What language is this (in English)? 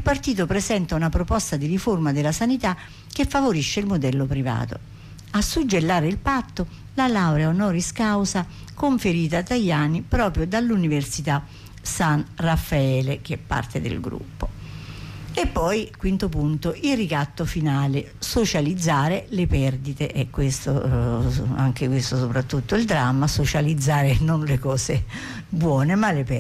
Italian